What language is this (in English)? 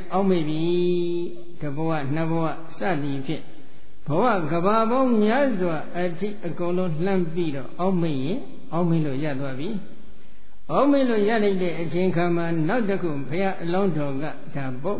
Burmese